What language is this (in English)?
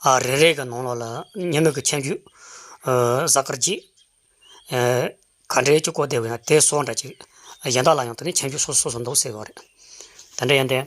Tibetan